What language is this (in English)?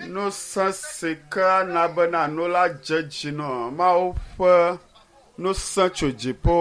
Ewe